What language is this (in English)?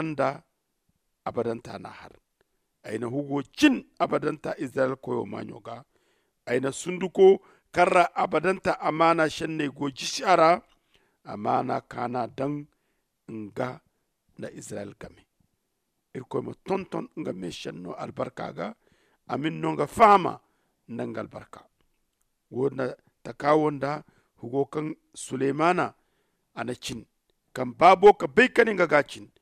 Zarma